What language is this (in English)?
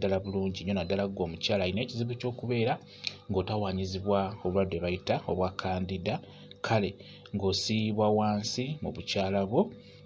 Ganda